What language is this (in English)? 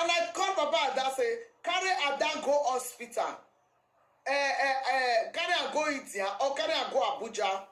Nigerian Pidgin